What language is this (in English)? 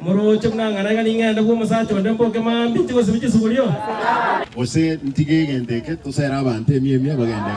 Gusii